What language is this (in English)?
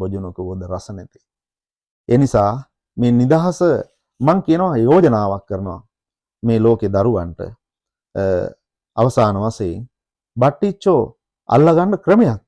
Sinhala